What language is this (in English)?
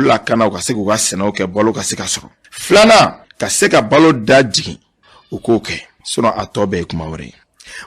Bambara